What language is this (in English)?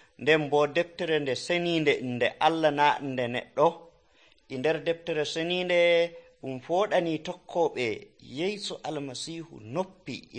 Nigerian Fulfulde